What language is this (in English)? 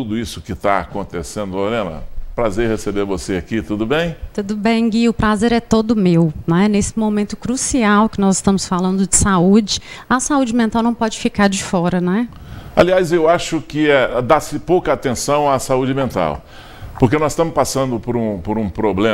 Portuguese